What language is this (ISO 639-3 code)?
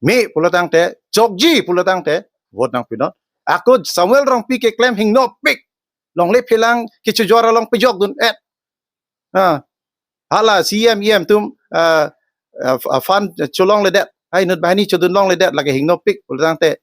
mjw